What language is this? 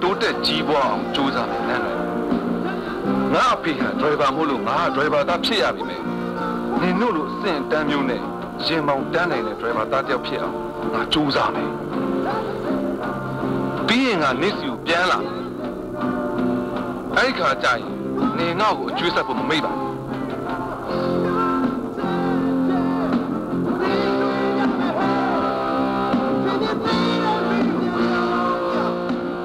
Burmese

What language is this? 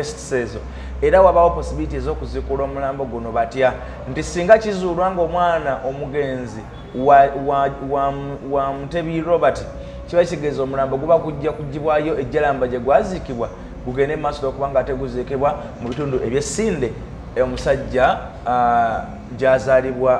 Ganda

